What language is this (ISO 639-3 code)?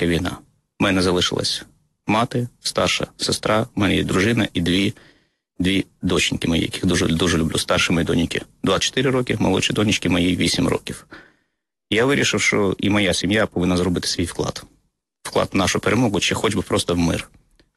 ukr